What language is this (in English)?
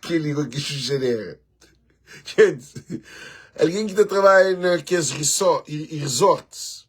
Kabuverdianu